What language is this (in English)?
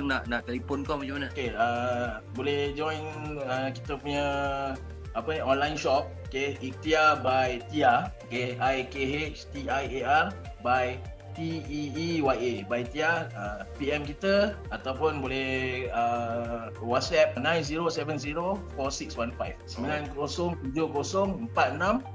Malay